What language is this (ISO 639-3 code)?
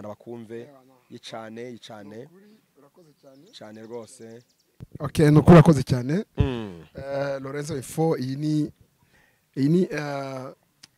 kin